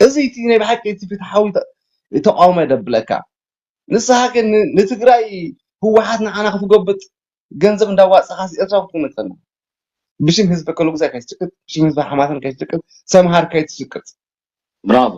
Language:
Tigrinya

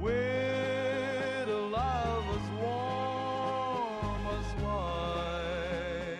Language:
Bikol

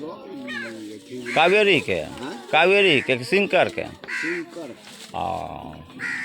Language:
Angika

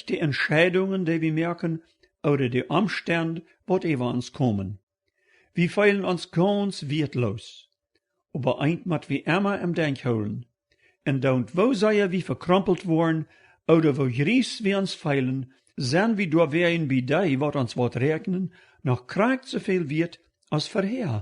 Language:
Plautdietsch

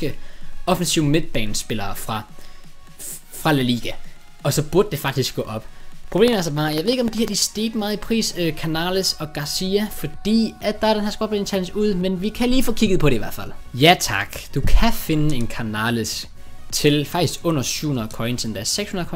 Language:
Danish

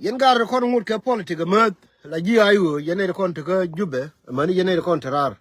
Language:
Nuer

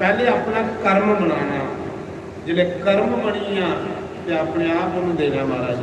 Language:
Dogri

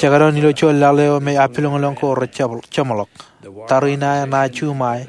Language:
Marshallese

